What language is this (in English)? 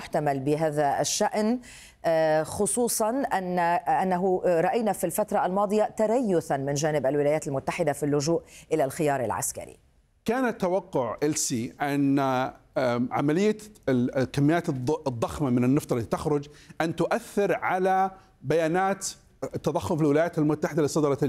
Arabic